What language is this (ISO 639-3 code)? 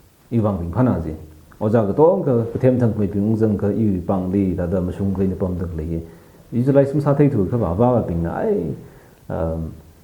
nmf